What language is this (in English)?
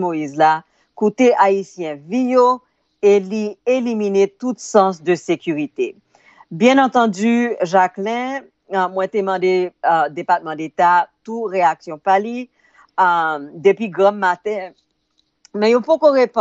Haitian Creole